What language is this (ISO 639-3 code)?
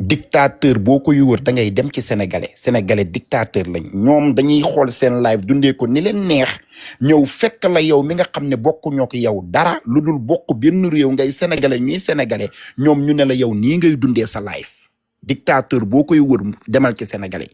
wol